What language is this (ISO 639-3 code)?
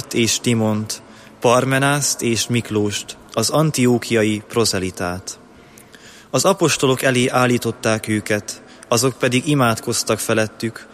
hun